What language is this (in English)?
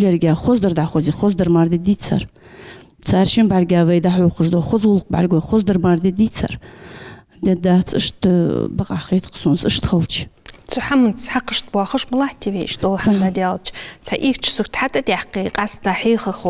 Ingush